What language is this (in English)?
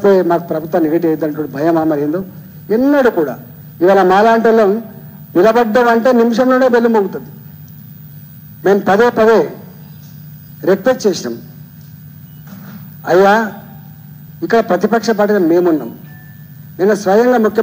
Telugu